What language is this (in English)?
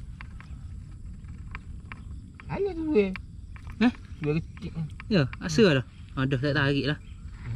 Malay